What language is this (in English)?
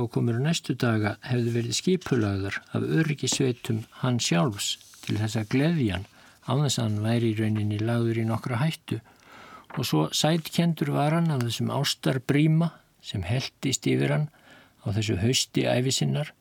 Icelandic